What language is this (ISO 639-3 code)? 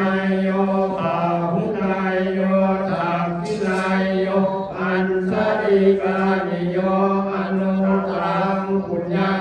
pli